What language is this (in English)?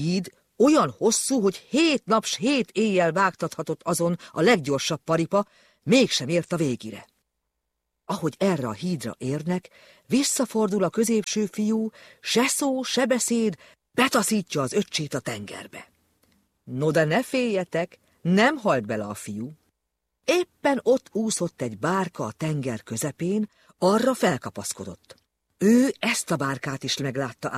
Hungarian